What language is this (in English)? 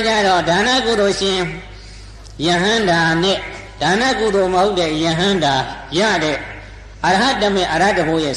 Burmese